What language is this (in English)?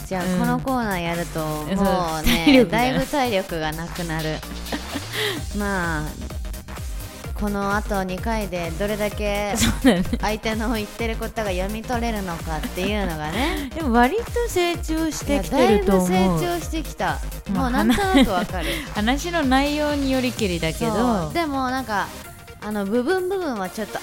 Japanese